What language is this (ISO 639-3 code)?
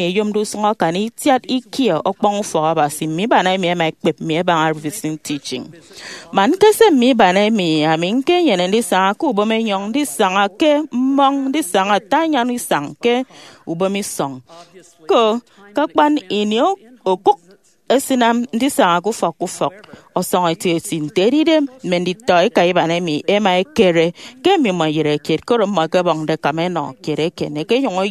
efi